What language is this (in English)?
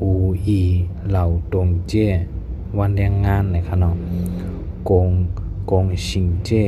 Shan